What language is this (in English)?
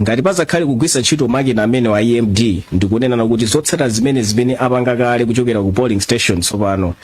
Nyanja